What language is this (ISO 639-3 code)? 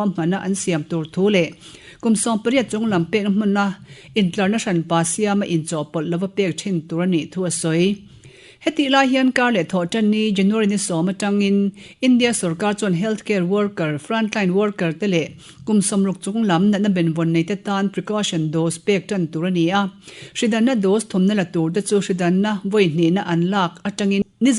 lus